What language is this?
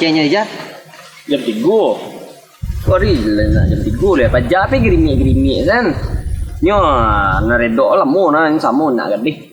Minangkabau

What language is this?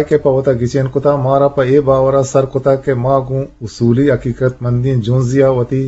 Eastern Balochi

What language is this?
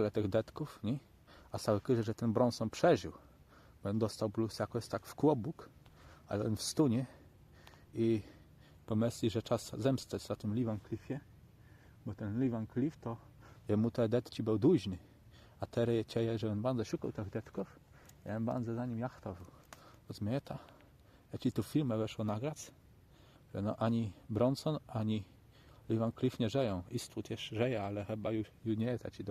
Kashubian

